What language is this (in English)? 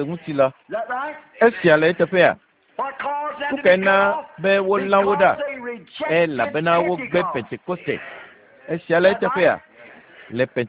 Ewe